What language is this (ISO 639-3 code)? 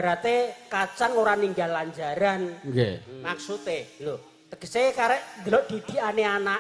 jav